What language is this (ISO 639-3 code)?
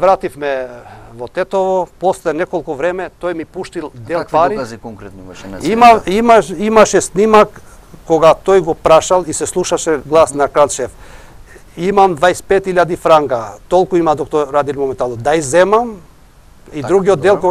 mkd